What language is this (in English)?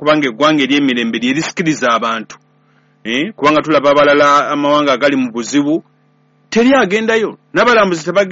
Ganda